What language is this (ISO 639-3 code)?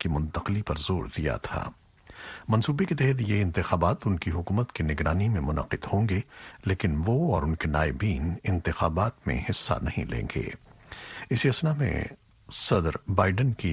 urd